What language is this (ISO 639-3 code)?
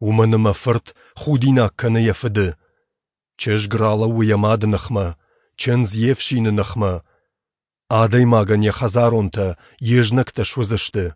oss